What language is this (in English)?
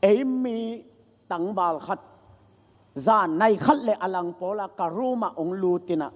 Tedim Chin